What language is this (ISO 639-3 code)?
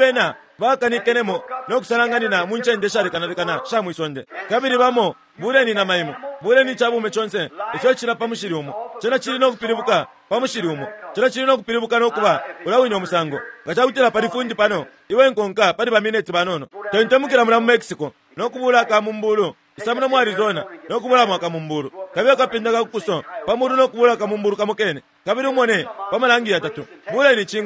bem